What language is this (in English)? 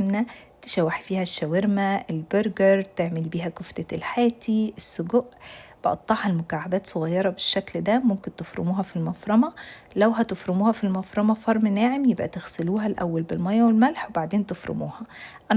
Egyptian Arabic